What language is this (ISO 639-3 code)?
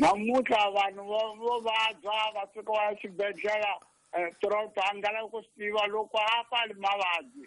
tso